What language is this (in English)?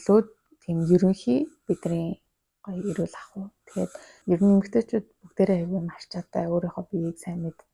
Mongolian